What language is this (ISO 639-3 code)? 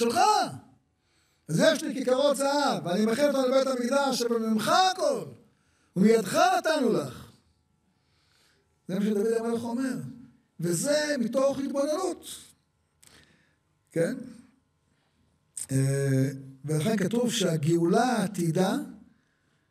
heb